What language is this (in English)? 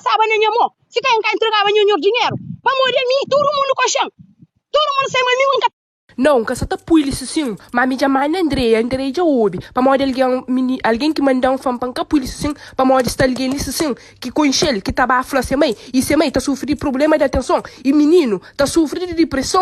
Kabuverdianu